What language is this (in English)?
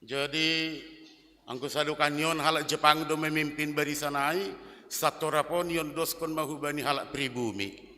Batak Simalungun